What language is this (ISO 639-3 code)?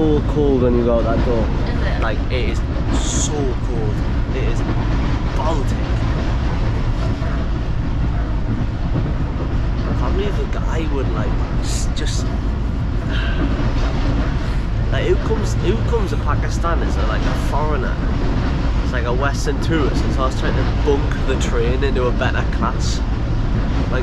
eng